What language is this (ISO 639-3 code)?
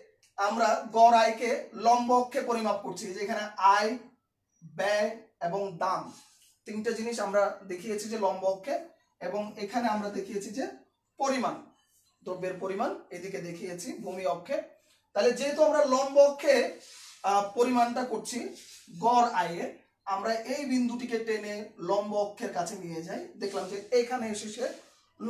ben